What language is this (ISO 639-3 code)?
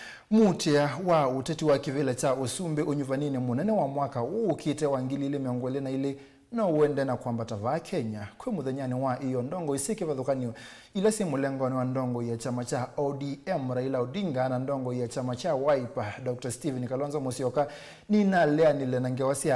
kam